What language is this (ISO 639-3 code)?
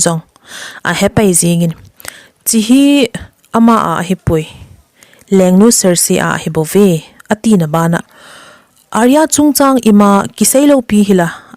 tcz